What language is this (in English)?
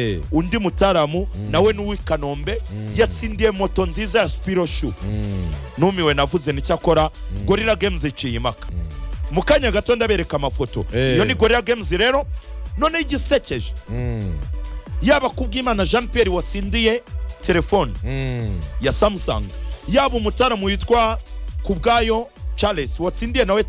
Kinyarwanda